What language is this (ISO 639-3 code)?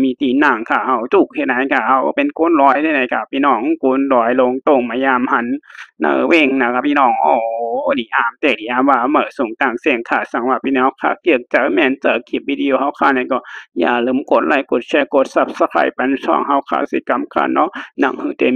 shn